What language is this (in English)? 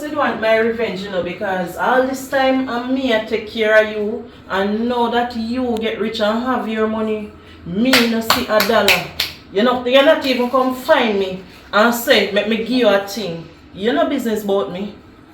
Jamaican Creole English